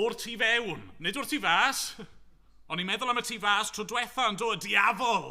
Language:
Welsh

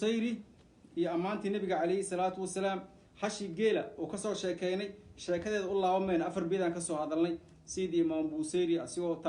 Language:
Somali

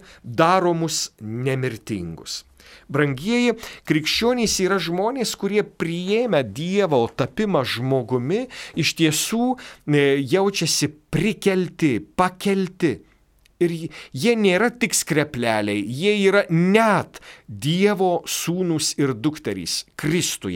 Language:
Lithuanian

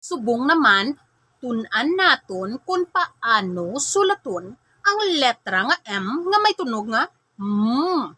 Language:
Hiligaynon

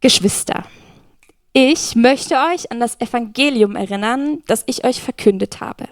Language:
Swiss German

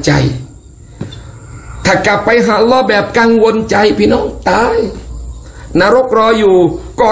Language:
Thai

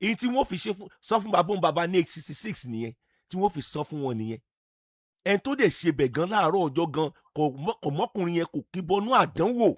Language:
Yoruba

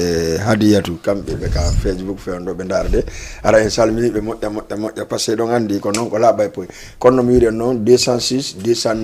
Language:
Fula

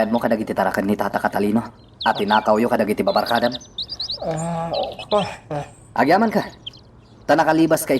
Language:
Iloko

